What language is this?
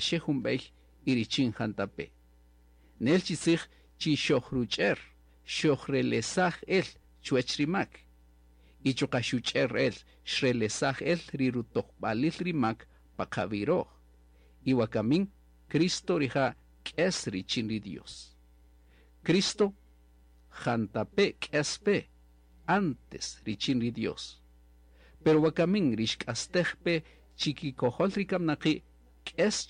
Kaqchikel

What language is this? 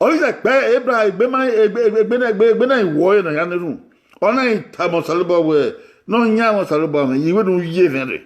Bini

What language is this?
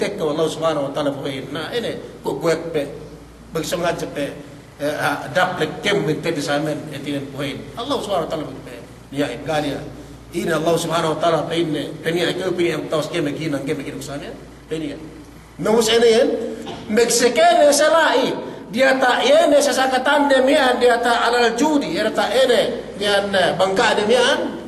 Yakan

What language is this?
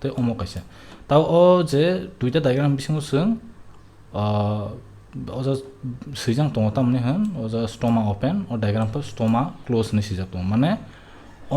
Kok Borok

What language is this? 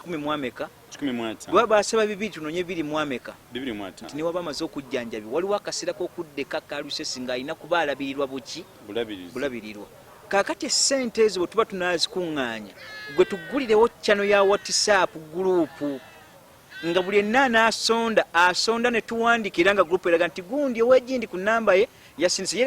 Ganda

